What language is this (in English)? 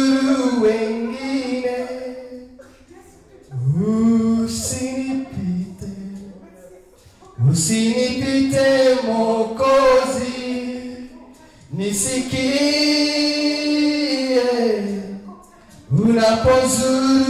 Swahili